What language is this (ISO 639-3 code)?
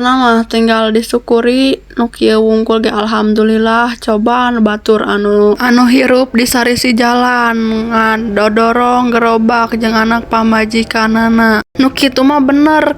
sun